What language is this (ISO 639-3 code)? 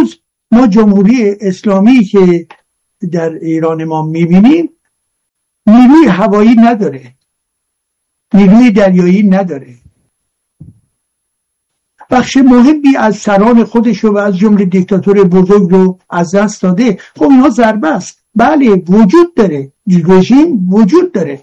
fas